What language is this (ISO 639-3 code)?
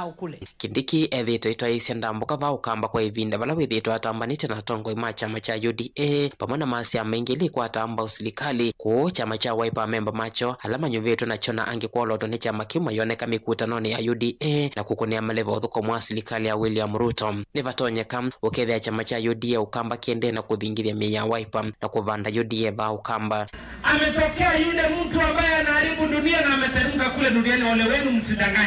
kam